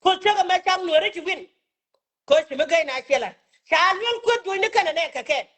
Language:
Nuer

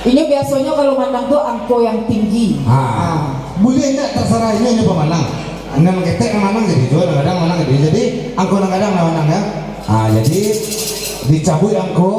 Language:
Minangkabau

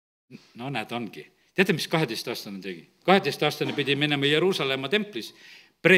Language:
Estonian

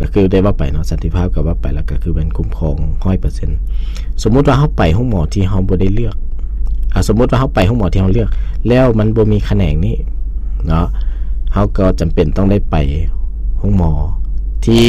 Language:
Lao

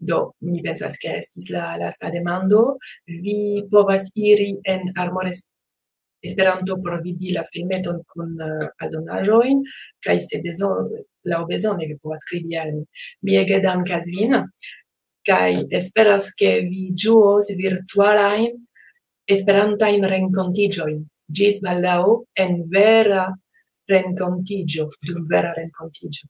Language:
Esperanto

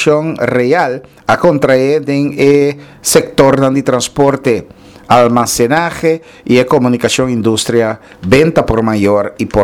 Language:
Papiamento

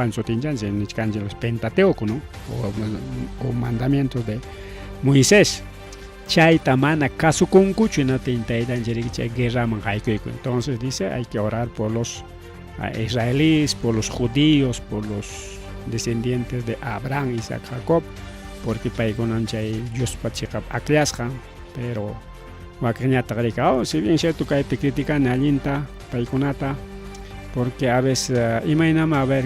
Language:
Ayacucho Quechua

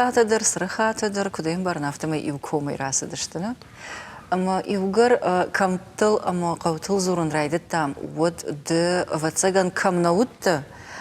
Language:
Ossetic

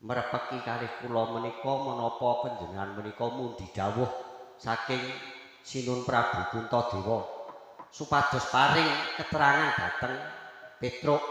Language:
Javanese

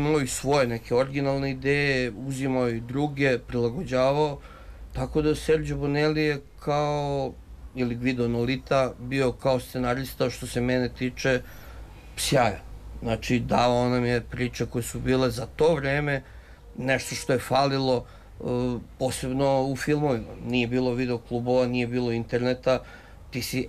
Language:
Serbian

